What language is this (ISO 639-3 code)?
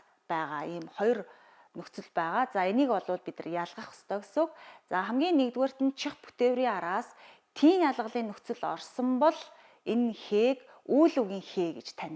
mon